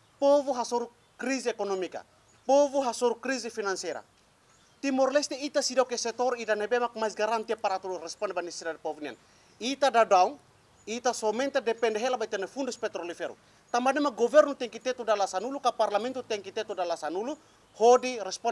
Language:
Tetum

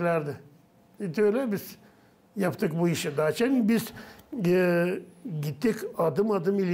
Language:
Gagauz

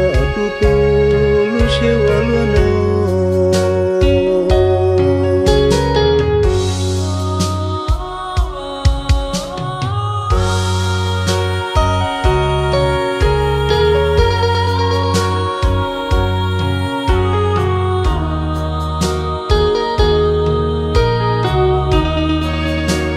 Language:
Vietnamese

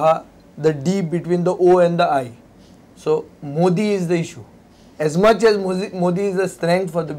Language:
Konkani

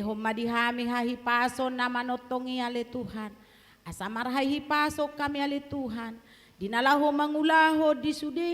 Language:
Batak Toba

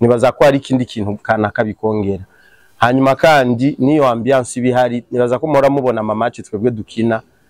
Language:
Rundi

